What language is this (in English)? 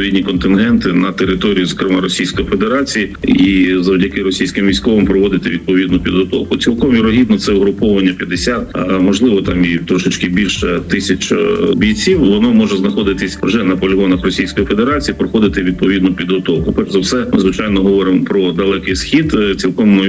Ukrainian